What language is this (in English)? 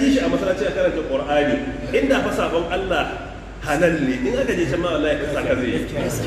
Hausa